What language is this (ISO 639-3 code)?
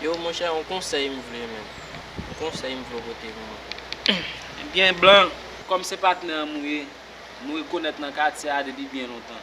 hat